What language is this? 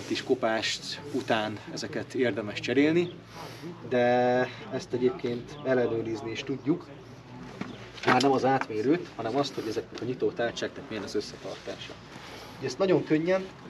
Hungarian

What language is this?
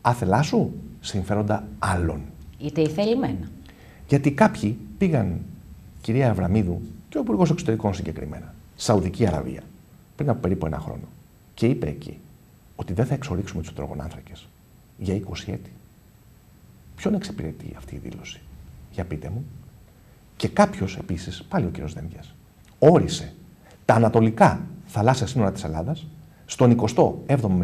Greek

